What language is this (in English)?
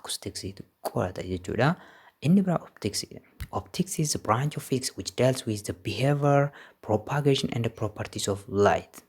Oromo